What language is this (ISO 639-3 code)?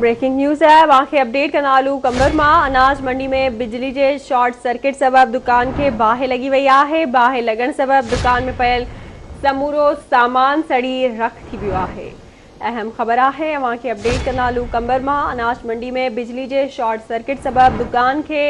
snd